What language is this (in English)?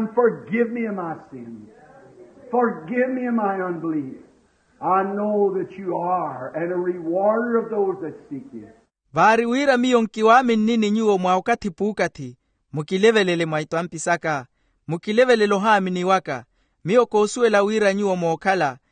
Makhuwa